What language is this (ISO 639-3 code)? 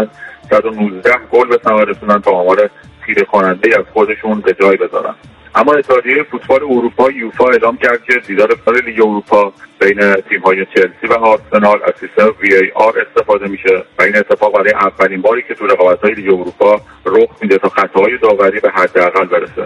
fas